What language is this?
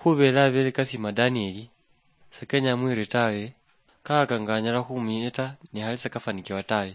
Luyia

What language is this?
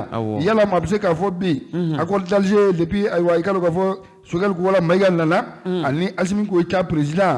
Bambara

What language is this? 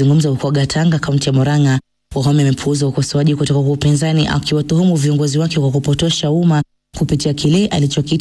Swahili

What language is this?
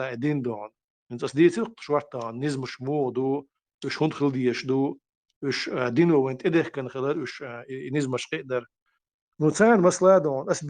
Chechen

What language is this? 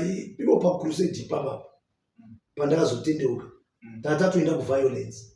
Shona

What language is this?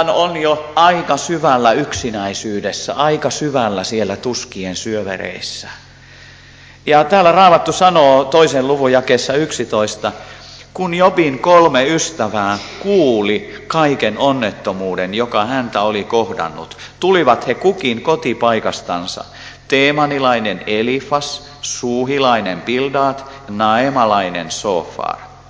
Finnish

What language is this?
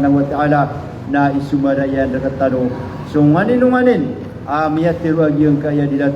Maranao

